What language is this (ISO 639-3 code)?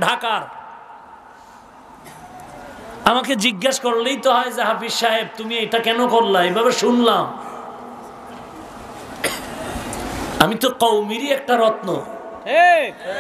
ben